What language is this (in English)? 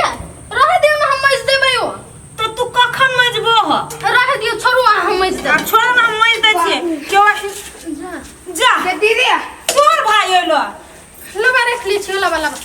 Maithili